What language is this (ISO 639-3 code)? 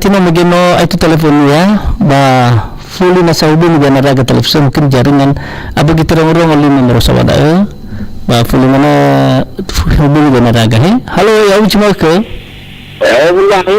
nia